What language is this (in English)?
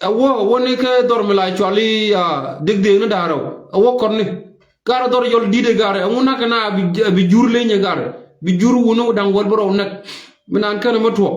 Nuer